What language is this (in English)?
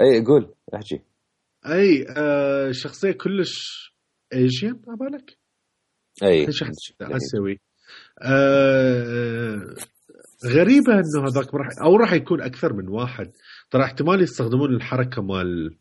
Mesopotamian Arabic